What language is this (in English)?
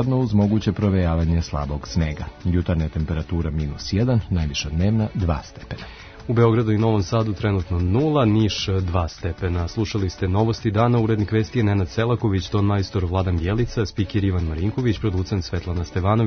Serbian